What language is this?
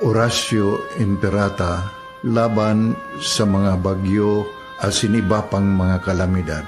Bikol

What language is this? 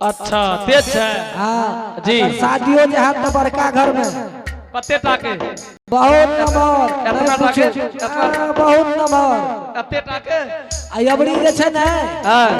Angika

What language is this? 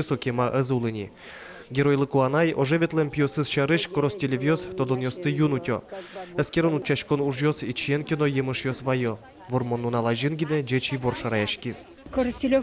Udmurt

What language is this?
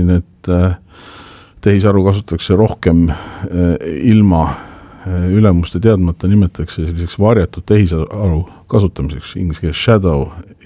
Estonian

